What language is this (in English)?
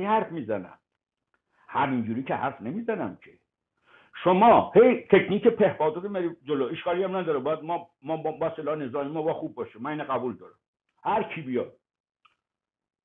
Persian